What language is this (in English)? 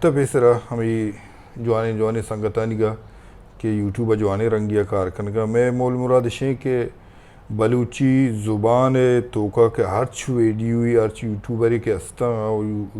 Baluchi